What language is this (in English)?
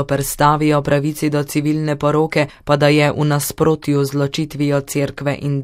Slovenian